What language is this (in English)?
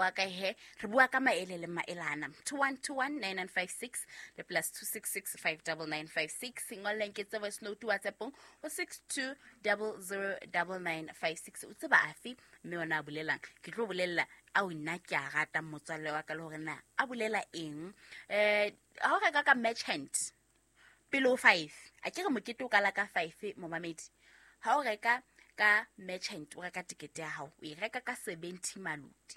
Southern Sotho